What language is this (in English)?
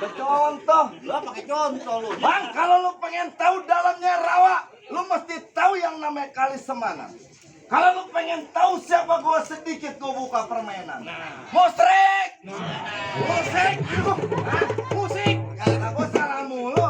Betawi